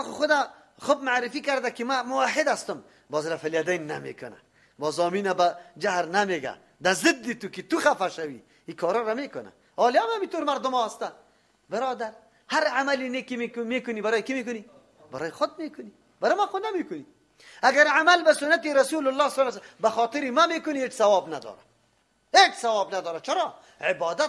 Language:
Persian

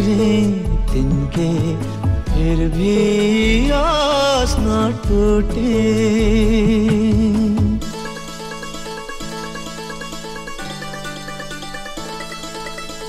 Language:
Hindi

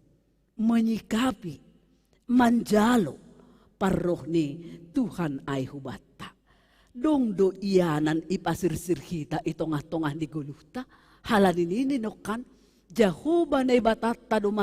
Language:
Batak Simalungun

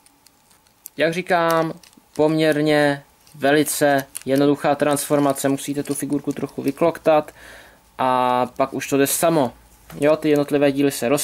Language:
Czech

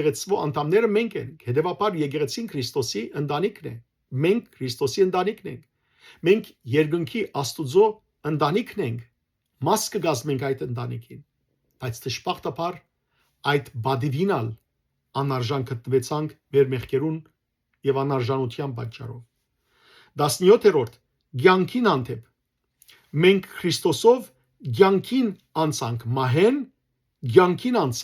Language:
Western Armenian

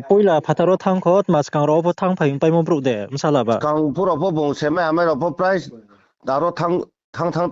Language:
Riang (India)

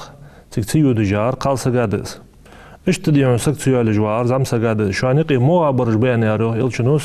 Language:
Ingush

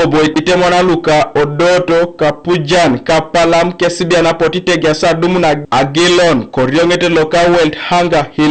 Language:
Teso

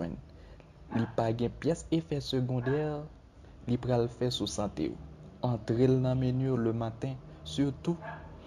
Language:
Haitian Creole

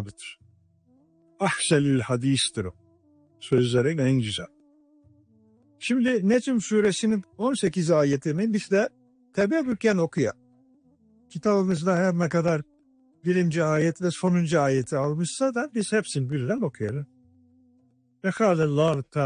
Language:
Turkish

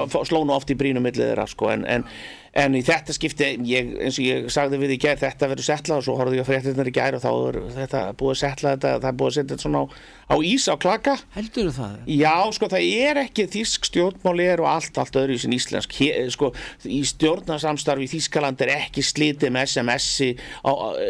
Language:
Icelandic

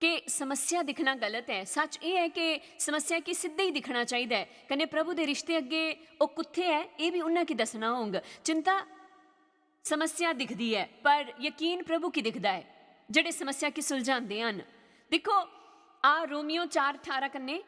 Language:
Dogri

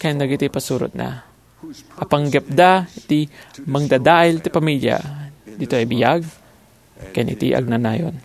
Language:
Iloko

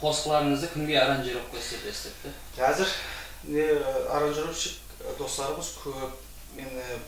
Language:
Kara-Kalpak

